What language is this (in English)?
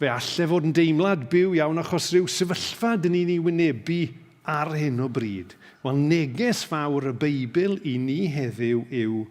Welsh